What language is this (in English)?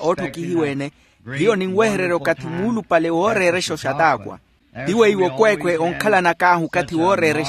Makhuwa